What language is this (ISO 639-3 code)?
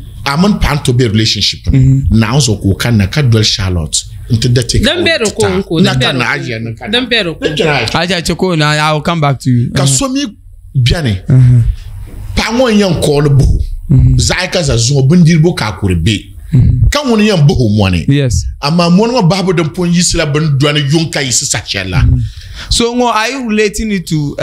dag